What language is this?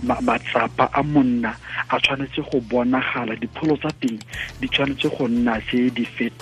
Tswana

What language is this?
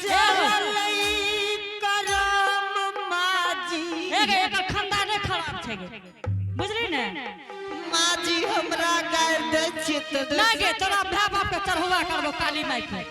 Angika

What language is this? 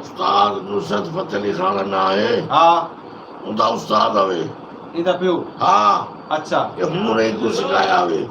Saraiki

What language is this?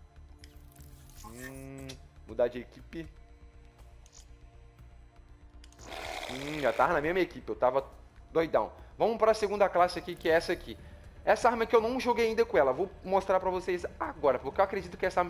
Portuguese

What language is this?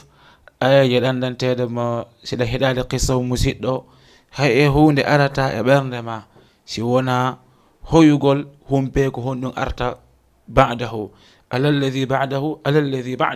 Fula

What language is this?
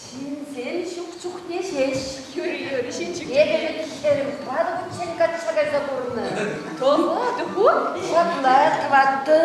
Chuvash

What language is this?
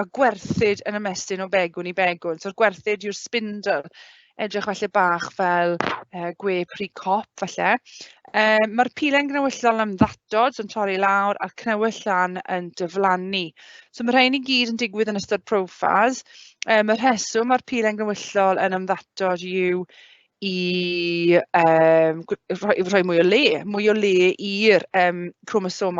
Welsh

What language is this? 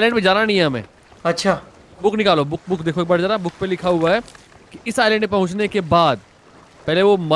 Hindi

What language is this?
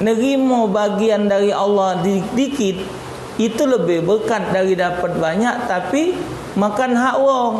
Musi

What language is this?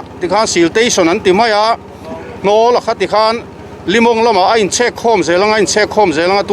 Mizo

